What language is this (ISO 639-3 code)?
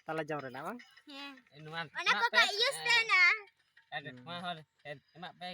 sat